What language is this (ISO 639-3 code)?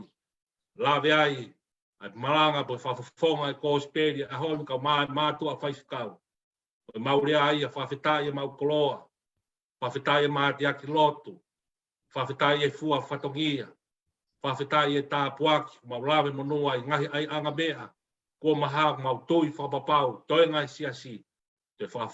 ton